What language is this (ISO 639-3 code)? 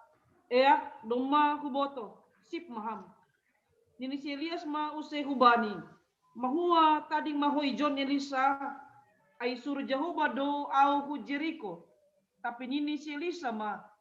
bts